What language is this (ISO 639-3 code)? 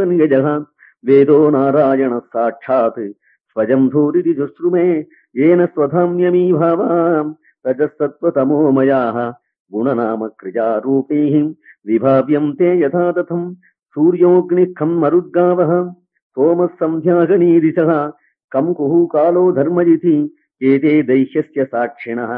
san